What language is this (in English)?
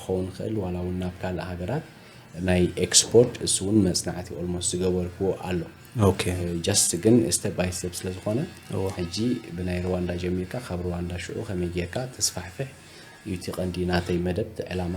Tigrinya